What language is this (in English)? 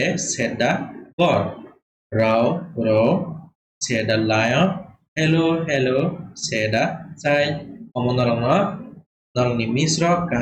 Kok Borok